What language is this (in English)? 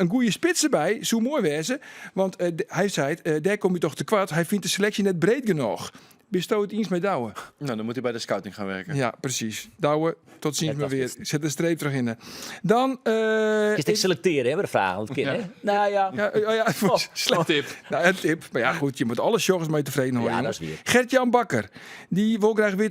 Western Frisian